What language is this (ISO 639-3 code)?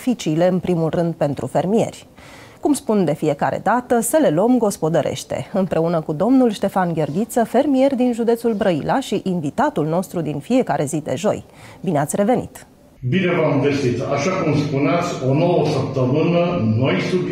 ron